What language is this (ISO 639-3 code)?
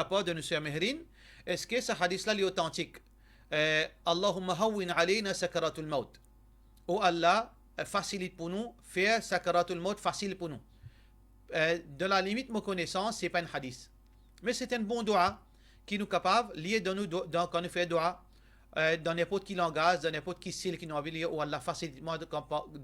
mfe